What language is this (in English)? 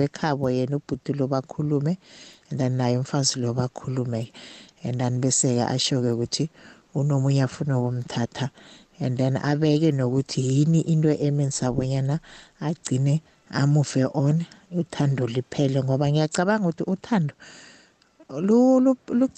South Ndebele